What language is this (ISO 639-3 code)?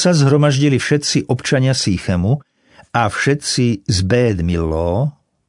slk